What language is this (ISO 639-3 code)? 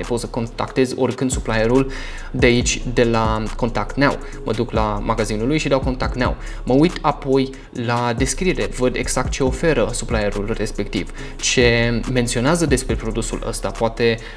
ron